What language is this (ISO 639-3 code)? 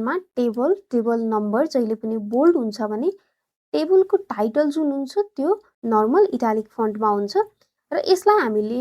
nep